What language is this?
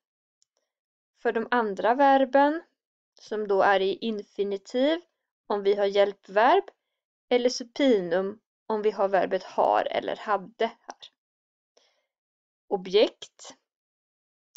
Swedish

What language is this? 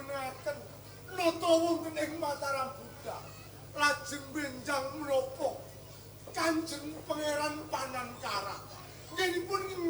Javanese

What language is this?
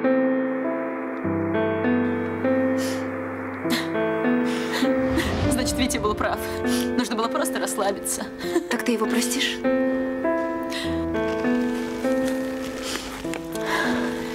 Russian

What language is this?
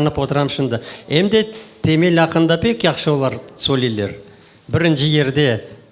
Crimean Tatar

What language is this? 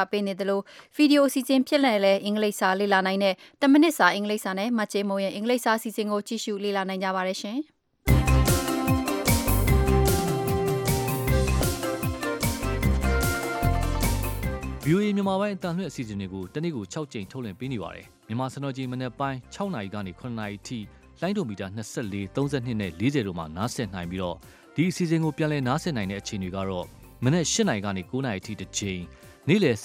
Burmese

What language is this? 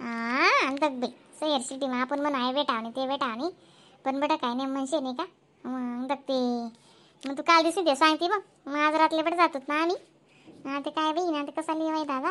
Khandesi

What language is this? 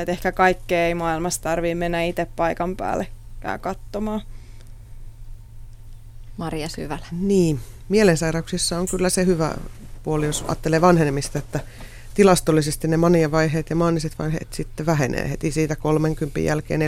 Finnish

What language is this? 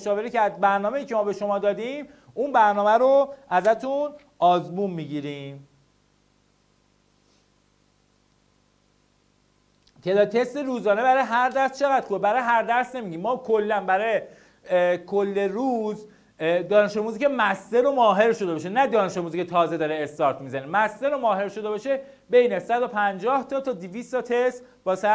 Persian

